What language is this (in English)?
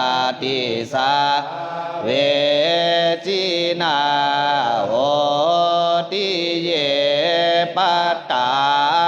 Pali